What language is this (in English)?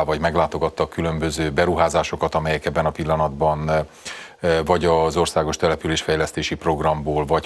Hungarian